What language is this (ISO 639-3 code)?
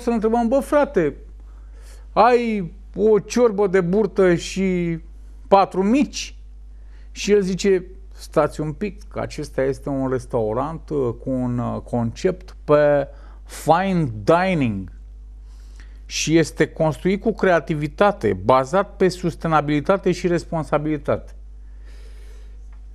ron